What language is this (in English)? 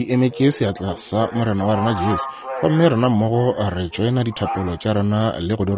Northern Sotho